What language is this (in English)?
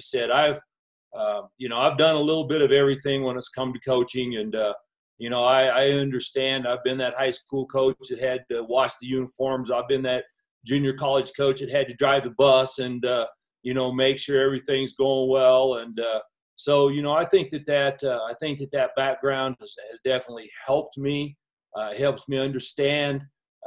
English